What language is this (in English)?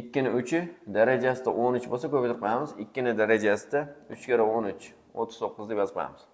Uzbek